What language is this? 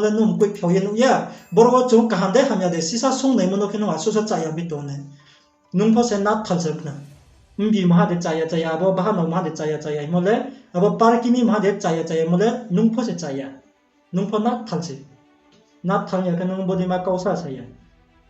Riang (India)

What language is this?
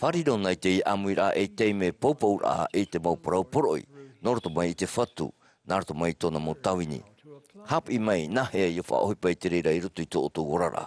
Tahitian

